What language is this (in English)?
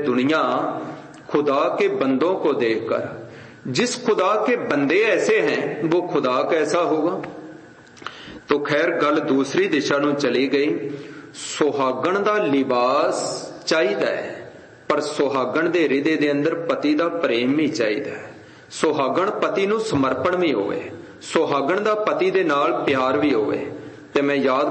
Punjabi